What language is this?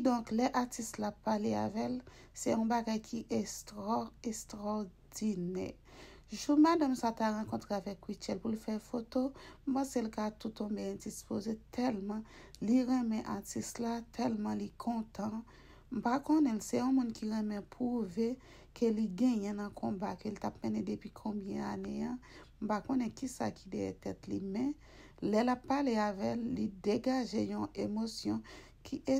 Haitian Creole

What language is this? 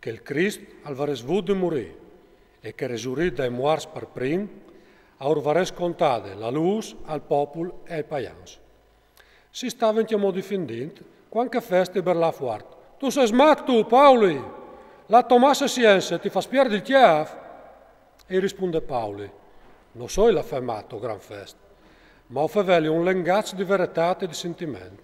Friulian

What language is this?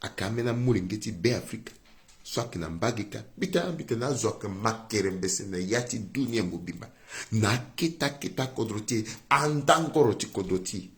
Sango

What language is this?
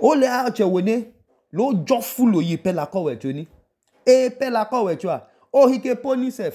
Idoma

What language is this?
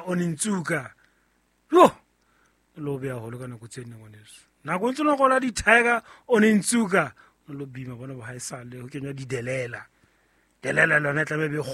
Southern Sotho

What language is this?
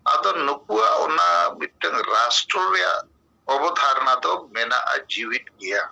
Santali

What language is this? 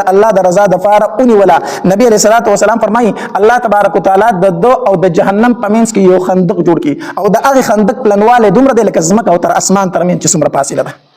Pashto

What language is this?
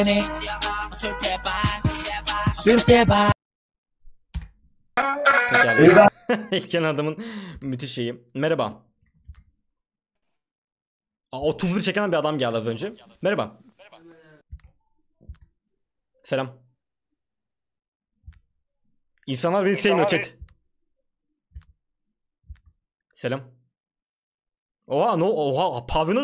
Turkish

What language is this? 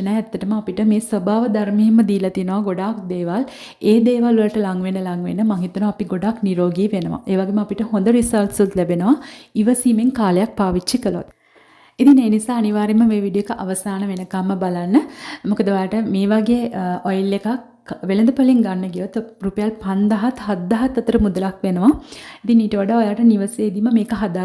Sinhala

